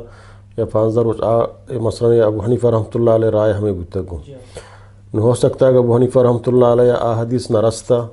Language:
Baluchi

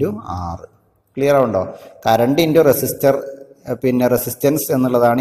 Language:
Malayalam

